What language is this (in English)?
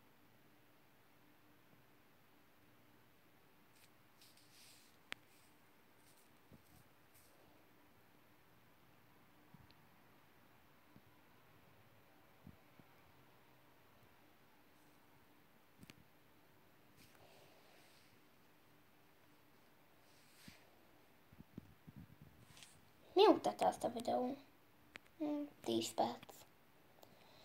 Hungarian